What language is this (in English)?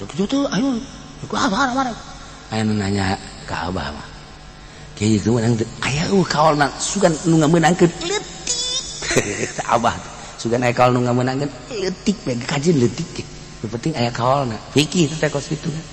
Sundanese